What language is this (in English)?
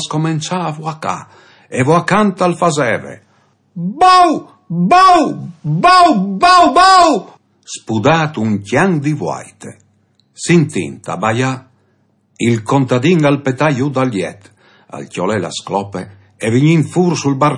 Friulian